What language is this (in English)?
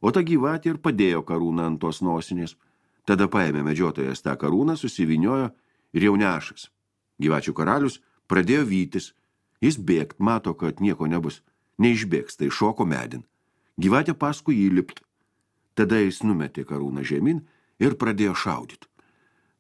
Lithuanian